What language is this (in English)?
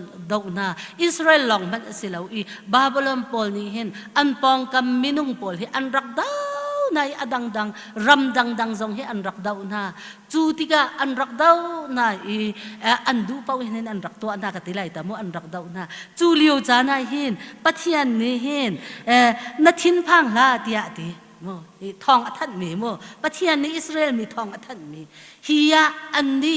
Hakha Chin